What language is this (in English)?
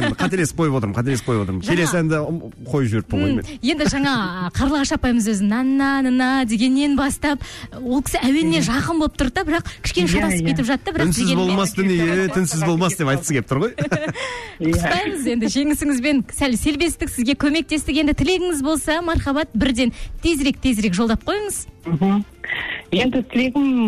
Kazakh